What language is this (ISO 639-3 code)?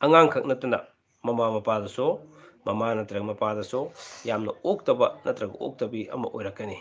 mni